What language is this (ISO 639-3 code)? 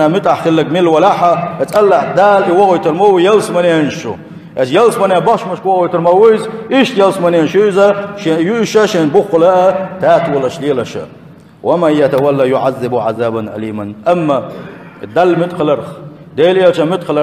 che